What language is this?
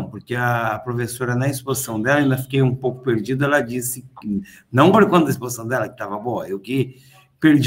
Portuguese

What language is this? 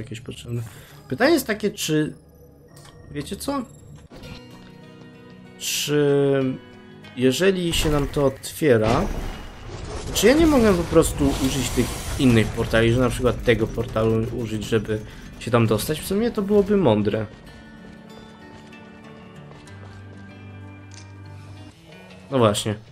Polish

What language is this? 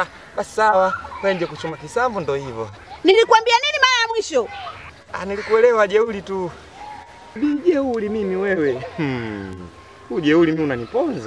Swahili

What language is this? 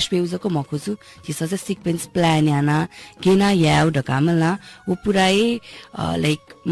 Newari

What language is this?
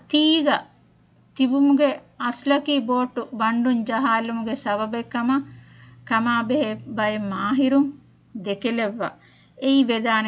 Divehi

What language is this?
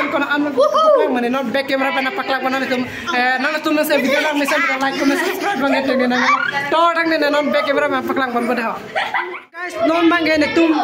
Karbi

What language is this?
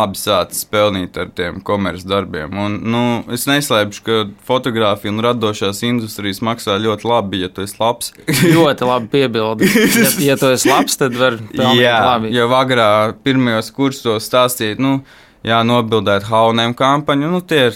Latvian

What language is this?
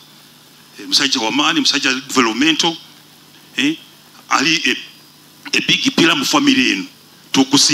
Nyoro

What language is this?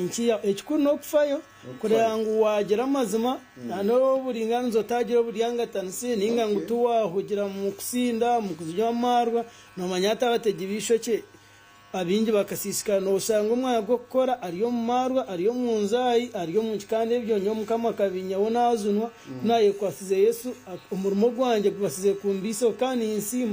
Nyankole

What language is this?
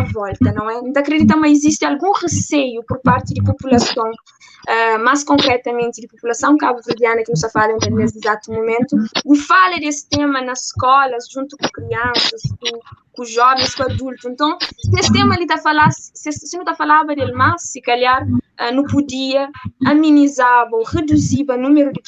Kabuverdianu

